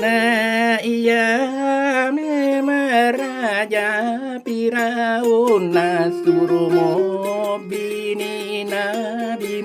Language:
Buginese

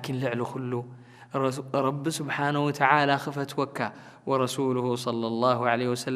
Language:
Tigrinya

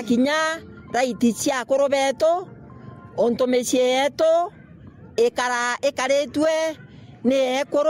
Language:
Meru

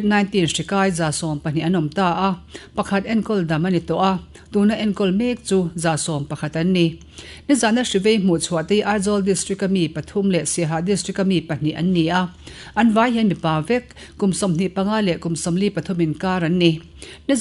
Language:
Mizo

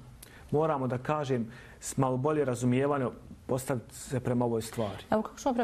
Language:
Bosnian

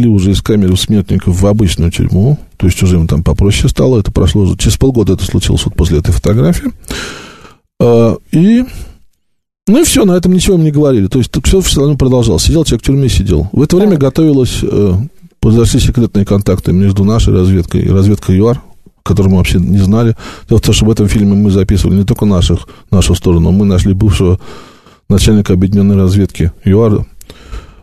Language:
Russian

